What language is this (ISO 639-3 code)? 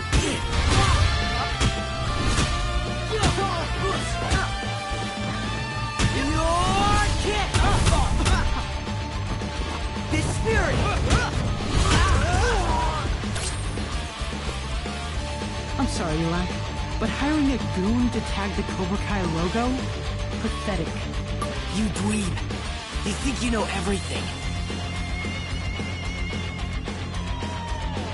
eng